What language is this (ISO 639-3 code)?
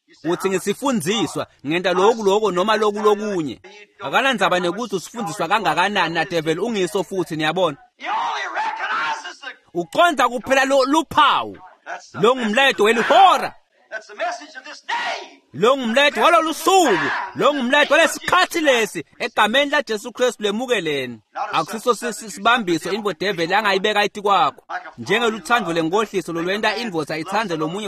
ssw